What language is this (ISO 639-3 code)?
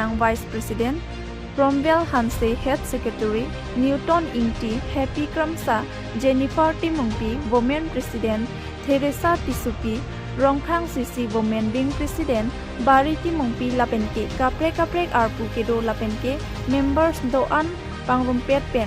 mjw